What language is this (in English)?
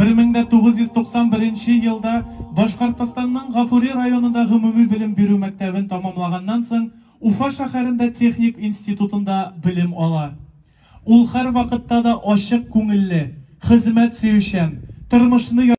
Tatar